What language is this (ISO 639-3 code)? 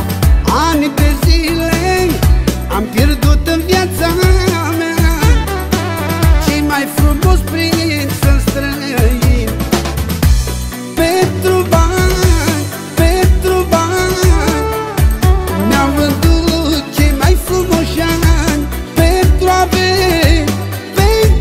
ron